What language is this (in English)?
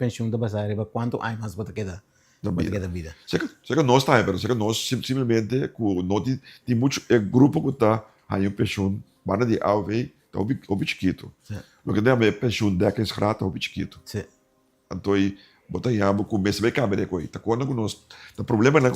Papiamento